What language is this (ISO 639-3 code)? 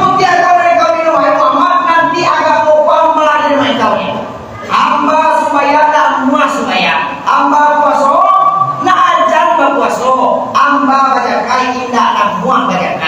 min